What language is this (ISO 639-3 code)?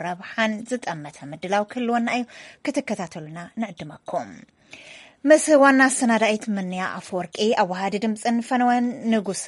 tir